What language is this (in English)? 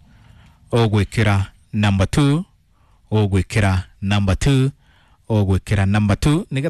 Kikuyu